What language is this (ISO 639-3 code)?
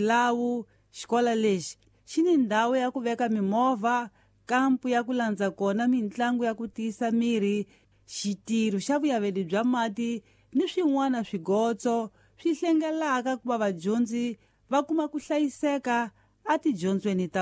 tso